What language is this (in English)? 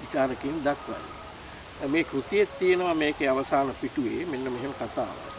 Sinhala